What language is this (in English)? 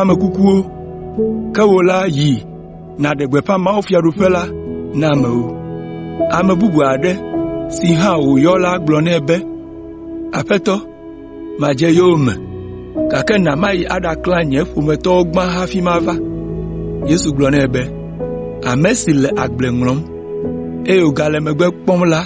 Ewe